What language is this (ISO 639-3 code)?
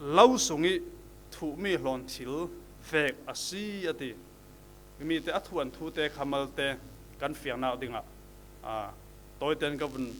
cfm